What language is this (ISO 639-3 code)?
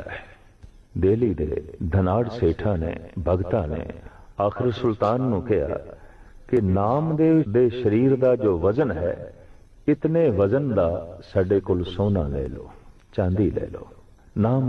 pan